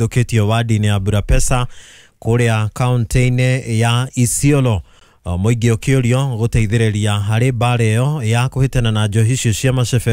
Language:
Kikuyu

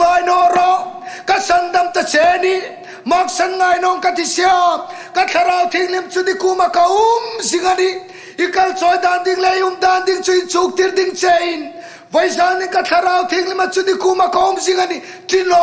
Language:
Hmar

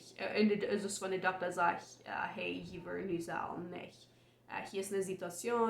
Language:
Plautdietsch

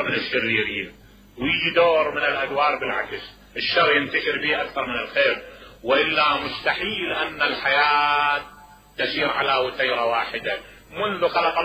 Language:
Mesopotamian Arabic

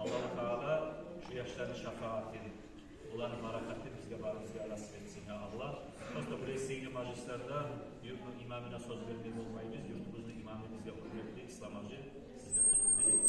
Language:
Kumyk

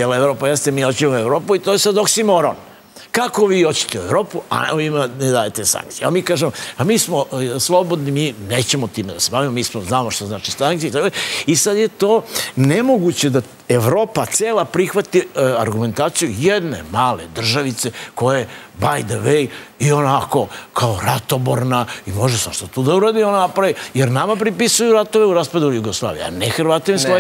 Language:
Serbian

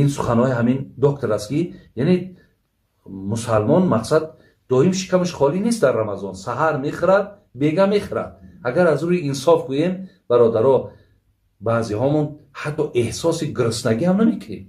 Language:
Tajik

